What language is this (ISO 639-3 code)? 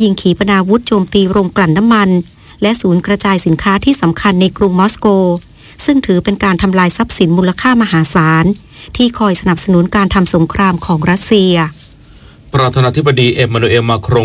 tha